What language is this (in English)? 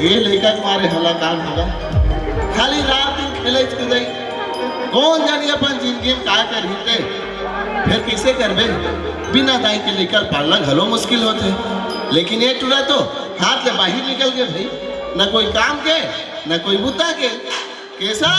Chhattisgarhi